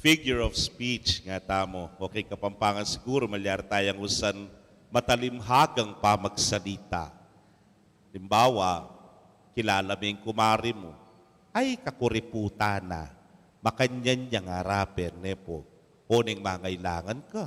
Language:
Pampanga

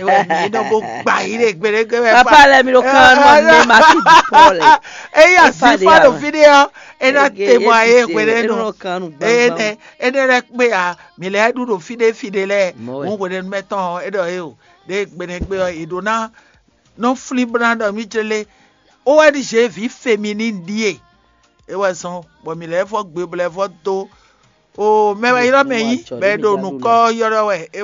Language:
Fon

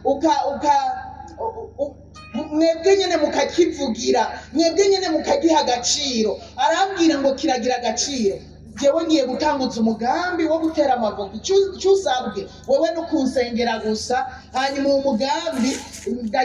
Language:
Rundi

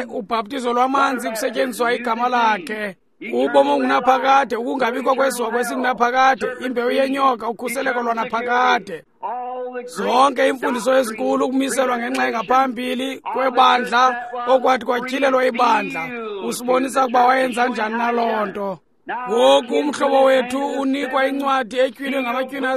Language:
Xhosa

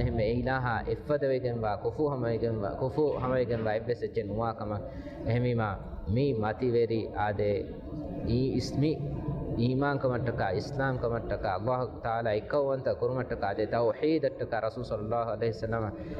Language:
Divehi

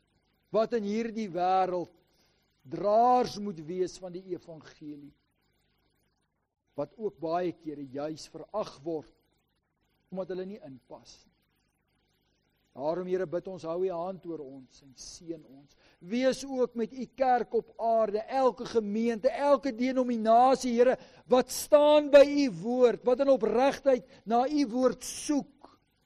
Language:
Afrikaans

